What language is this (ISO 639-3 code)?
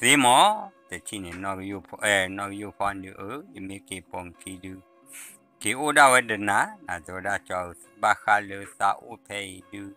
ksw